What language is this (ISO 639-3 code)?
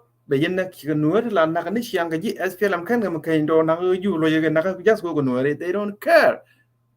nus